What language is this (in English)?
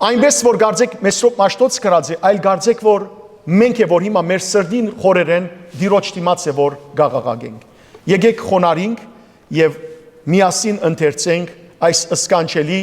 Western Armenian